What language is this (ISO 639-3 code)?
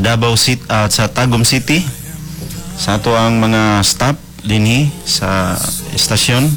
ceb